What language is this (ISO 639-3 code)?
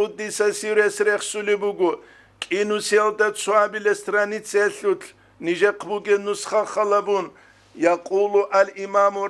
ava